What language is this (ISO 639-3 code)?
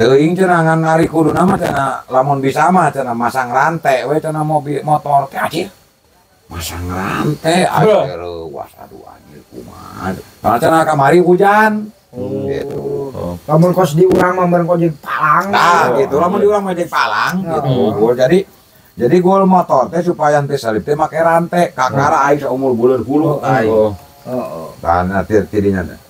sun